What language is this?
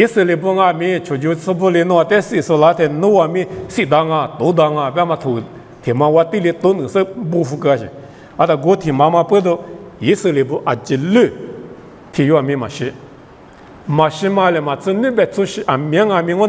Lisu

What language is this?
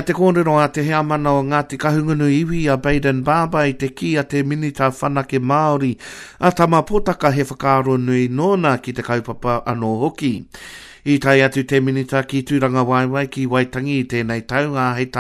Māori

